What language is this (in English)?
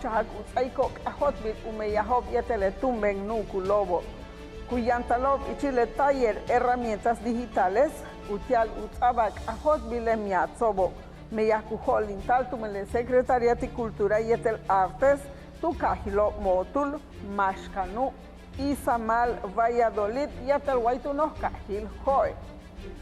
Yucateco